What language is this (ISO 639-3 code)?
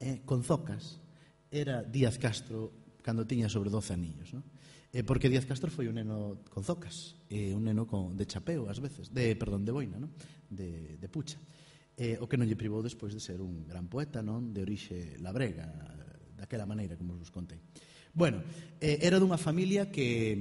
glg